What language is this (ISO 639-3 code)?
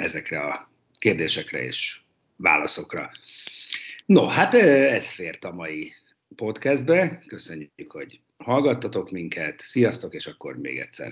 hun